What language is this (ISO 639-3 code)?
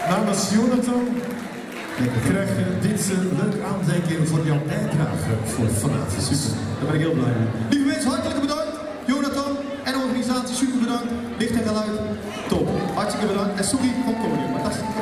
nld